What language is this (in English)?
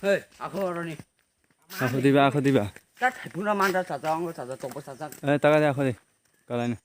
Kok Borok